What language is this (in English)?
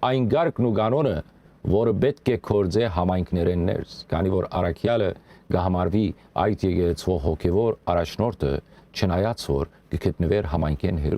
Western Armenian